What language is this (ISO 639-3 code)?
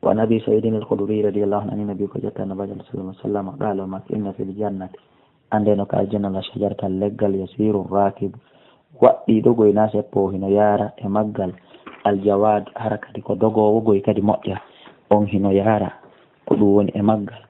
ful